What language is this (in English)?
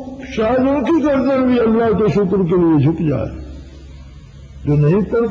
Urdu